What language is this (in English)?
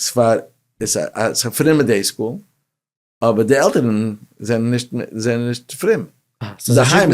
Yiddish